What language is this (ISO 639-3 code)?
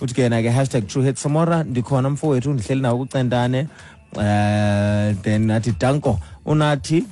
xho